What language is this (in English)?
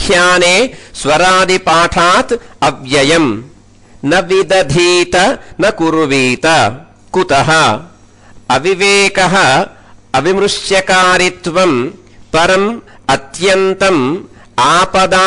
Sanskrit